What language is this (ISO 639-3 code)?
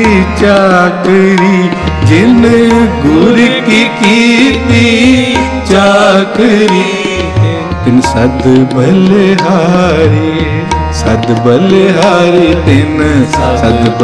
pan